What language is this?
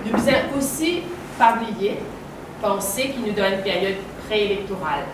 Morisyen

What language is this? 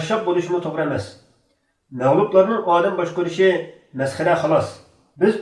Uyghur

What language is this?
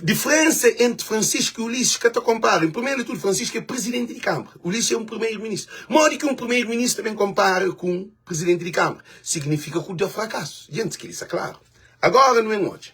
Kabuverdianu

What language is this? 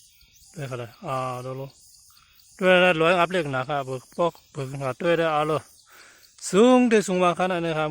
Shan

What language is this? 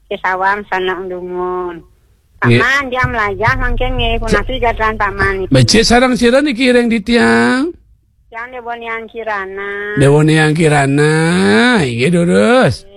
Balinese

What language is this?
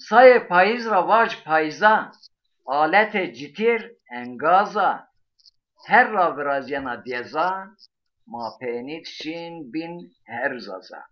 Zaza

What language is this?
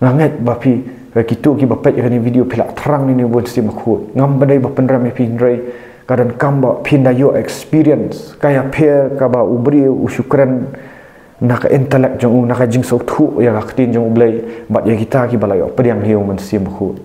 Khasi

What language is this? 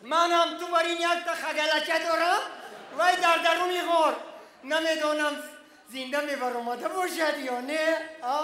Tajik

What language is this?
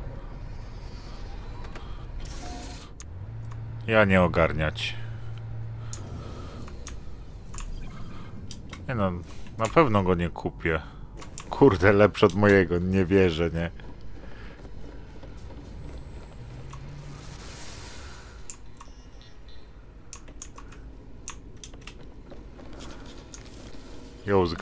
Polish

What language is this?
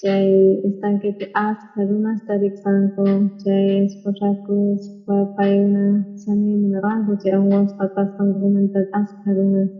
South Bolivian Quechua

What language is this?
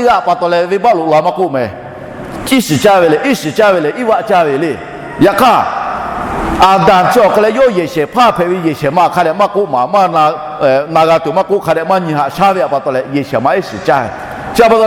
Lahu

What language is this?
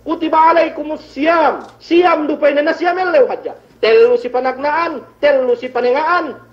Yakan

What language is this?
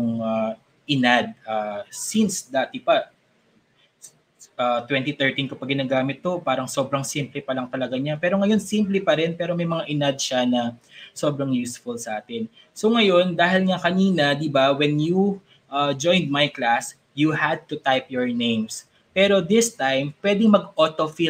Filipino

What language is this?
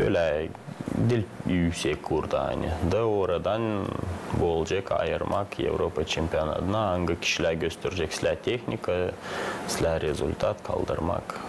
Gagauz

